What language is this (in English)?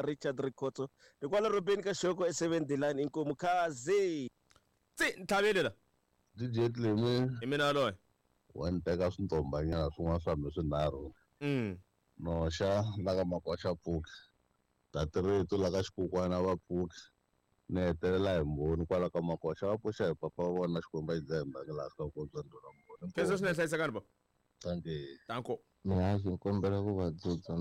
Tsonga